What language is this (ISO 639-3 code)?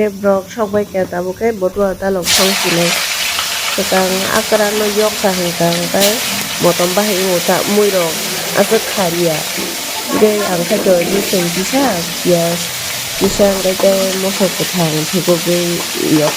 trp